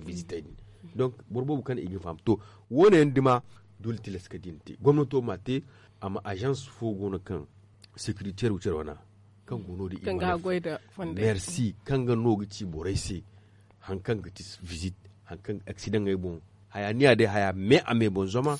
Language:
Zarma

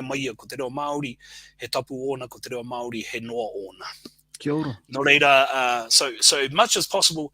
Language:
Māori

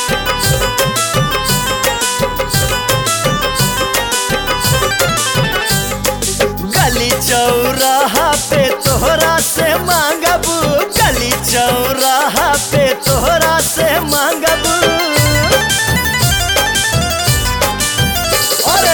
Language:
Bhojpuri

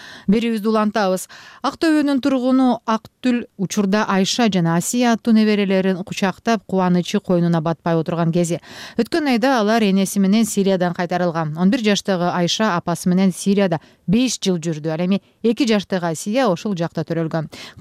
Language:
Kyrgyz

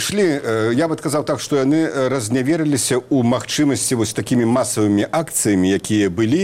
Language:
Belarusian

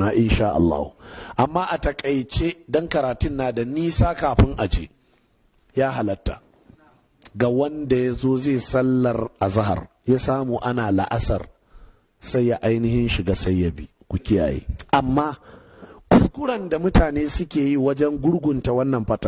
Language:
Hausa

